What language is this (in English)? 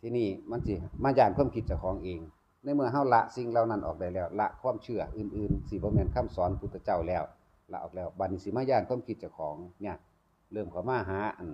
Northeastern Thai